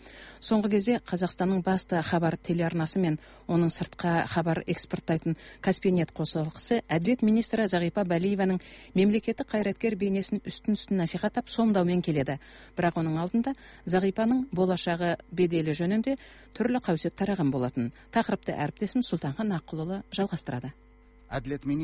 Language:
Kazakh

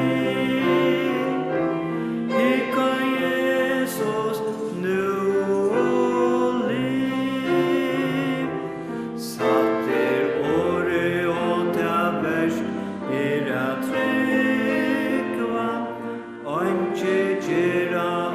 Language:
Faroese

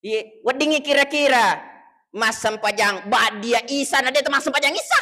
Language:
Buginese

